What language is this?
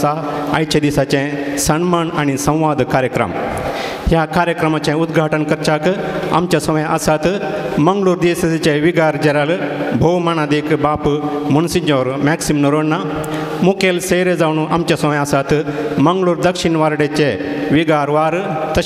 Konkani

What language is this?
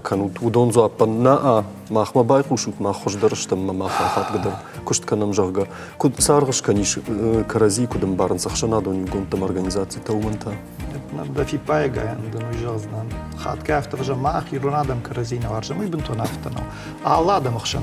Ossetic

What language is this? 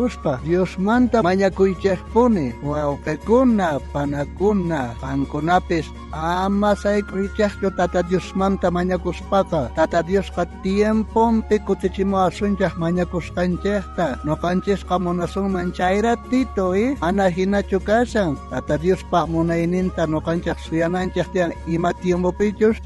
South Bolivian Quechua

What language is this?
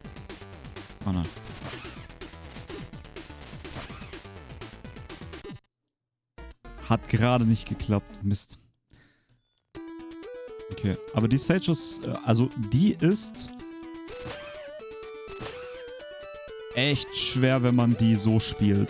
German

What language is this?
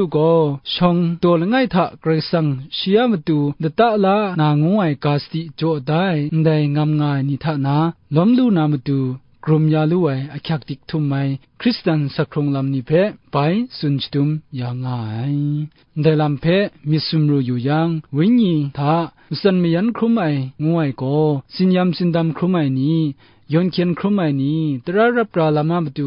Kachin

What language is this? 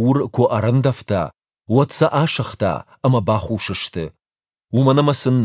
Ossetic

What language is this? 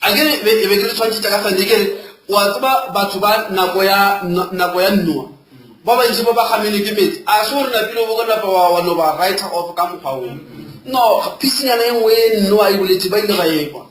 Northern Sotho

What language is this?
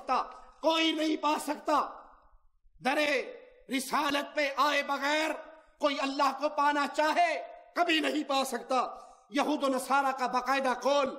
Urdu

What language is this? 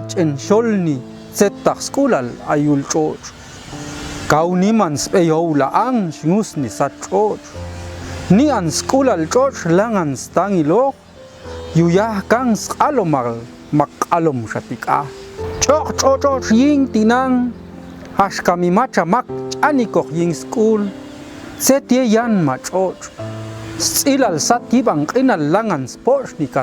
Popti'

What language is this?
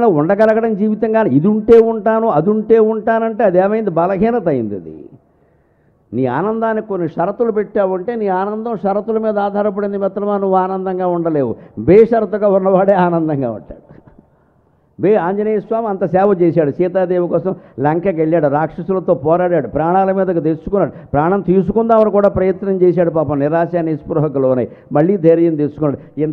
Telugu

